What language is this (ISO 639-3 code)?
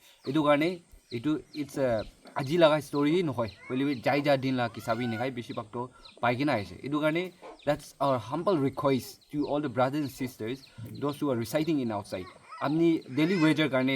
nag